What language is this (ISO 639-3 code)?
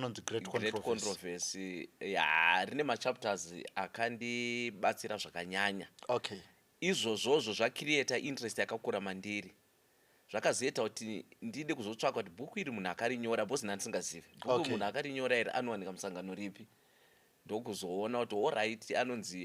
sna